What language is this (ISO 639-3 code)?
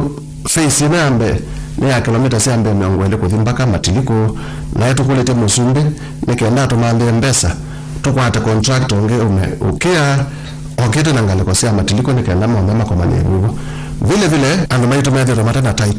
kam